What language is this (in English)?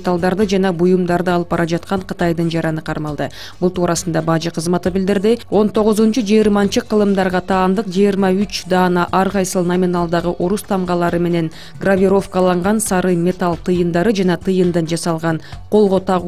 Kyrgyz